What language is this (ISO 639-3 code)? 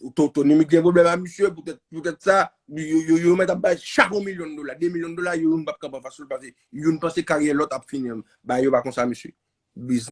hat